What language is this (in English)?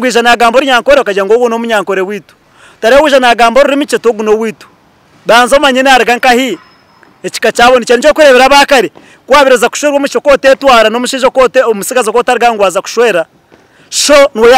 Nyankole